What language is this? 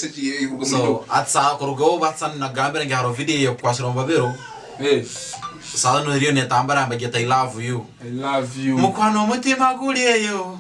Tooro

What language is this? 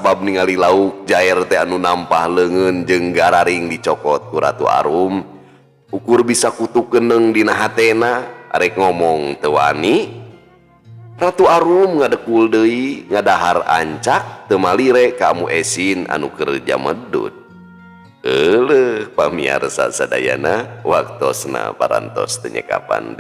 Sundanese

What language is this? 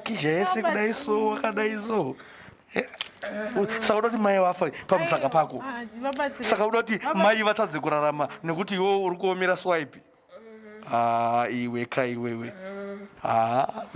Shona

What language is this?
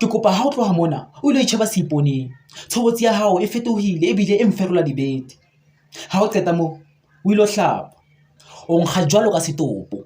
Southern Sotho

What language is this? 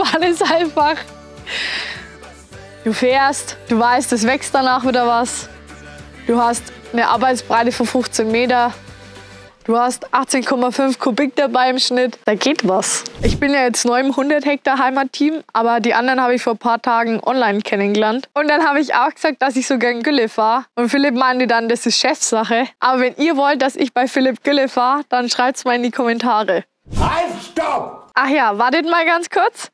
German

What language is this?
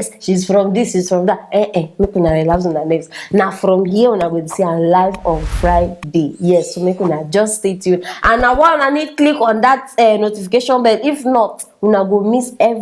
Nigerian Pidgin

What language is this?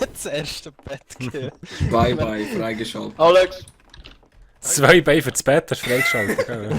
Swiss German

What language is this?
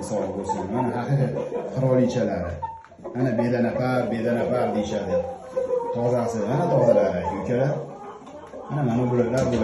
Uzbek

